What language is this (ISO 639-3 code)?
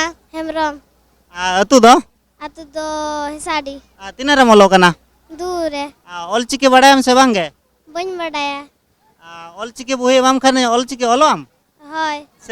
sat